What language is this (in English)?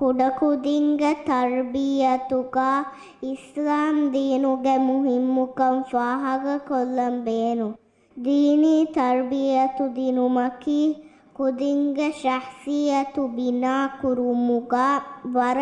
Divehi